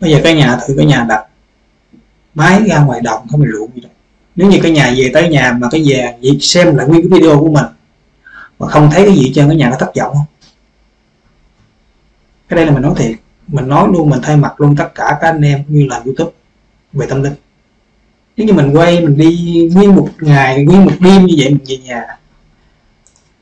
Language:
Vietnamese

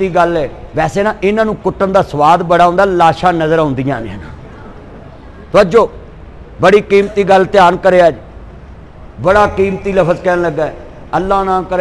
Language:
Western Panjabi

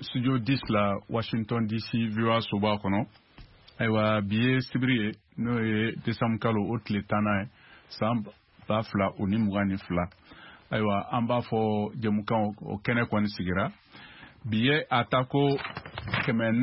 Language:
Bambara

